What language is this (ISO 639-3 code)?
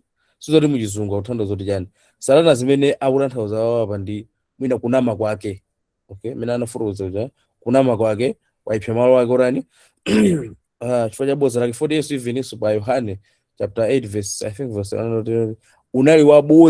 nya